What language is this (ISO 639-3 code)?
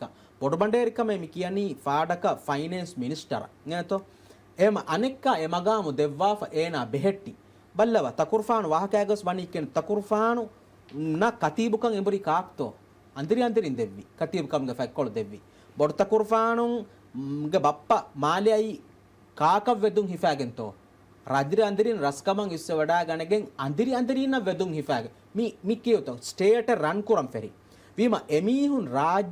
div